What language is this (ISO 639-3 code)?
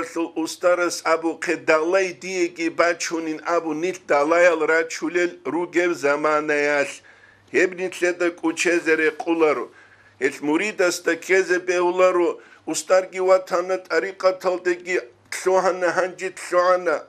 ava